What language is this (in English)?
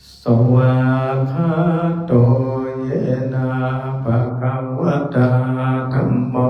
Pali